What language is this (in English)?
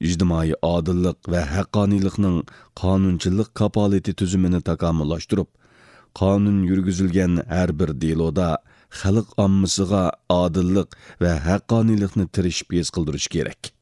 Uyghur